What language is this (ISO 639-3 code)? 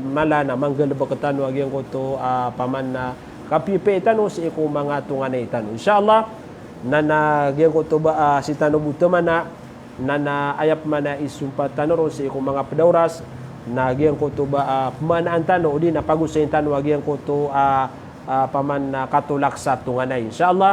mrw